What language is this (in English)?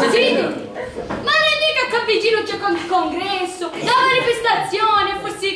Sicilian